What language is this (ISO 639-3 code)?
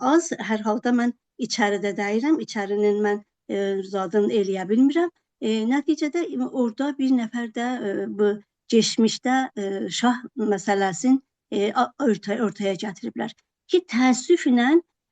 azb